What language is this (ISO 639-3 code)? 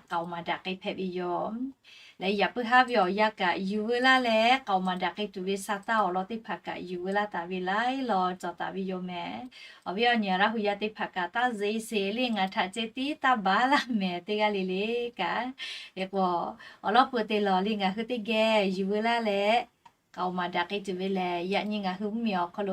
lhu